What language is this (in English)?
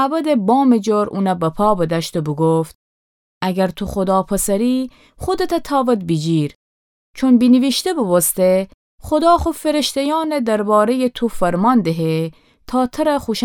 Gilaki